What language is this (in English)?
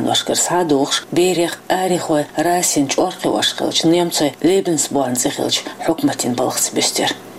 Chechen